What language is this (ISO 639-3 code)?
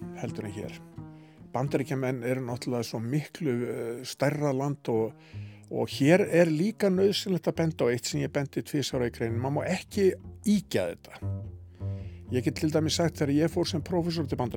isl